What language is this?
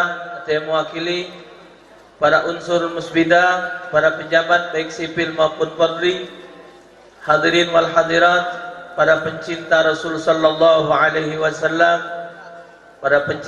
Musi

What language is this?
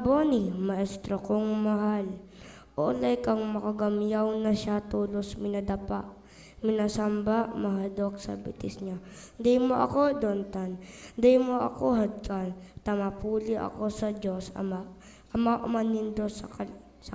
Bikol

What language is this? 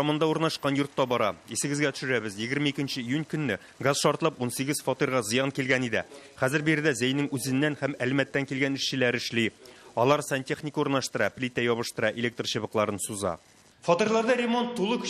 Tatar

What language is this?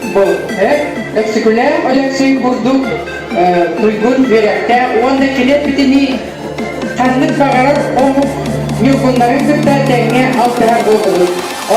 Yakut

